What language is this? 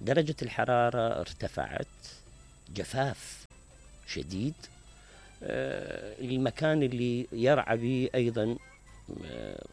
Mesopotamian Arabic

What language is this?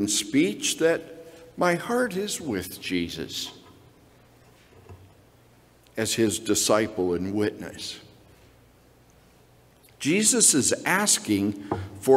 English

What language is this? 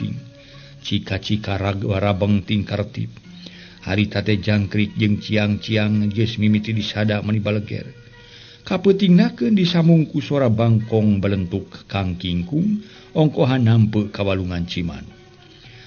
Sundanese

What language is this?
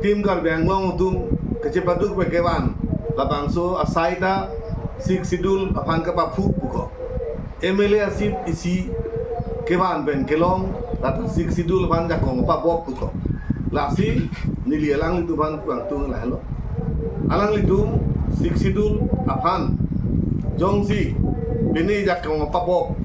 Karbi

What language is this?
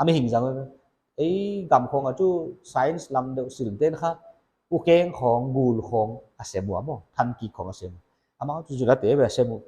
Paite Chin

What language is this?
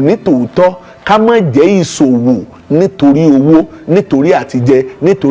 Yoruba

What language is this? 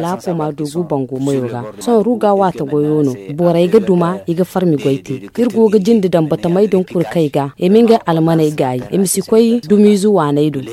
Zarma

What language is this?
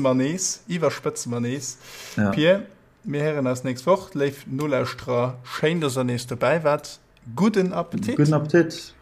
Luxembourgish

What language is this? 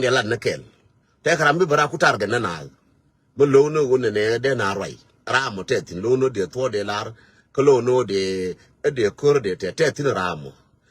Nuer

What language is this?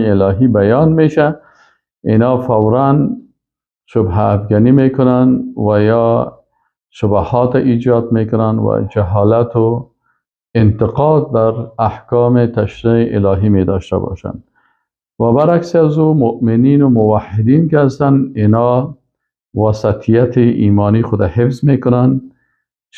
Persian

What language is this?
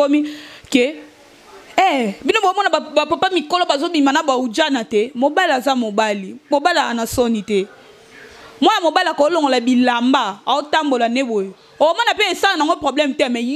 Lingala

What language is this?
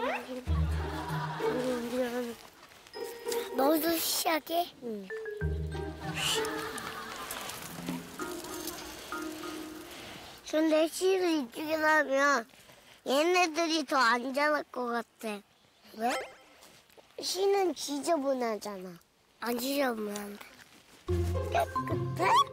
Korean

